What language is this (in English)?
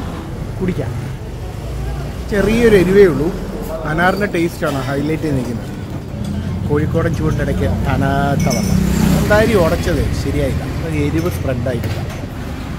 Malayalam